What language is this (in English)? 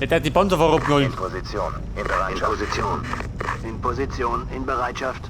Bavarian